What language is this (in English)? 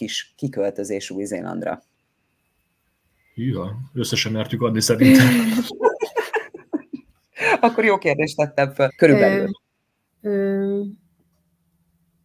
Hungarian